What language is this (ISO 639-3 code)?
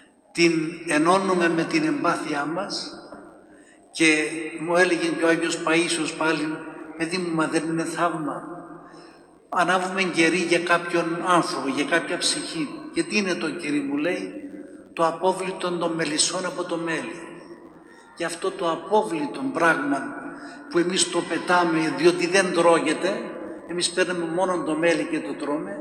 ell